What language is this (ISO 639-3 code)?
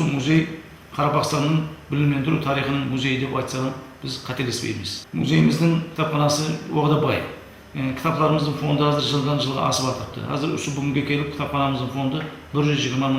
kaa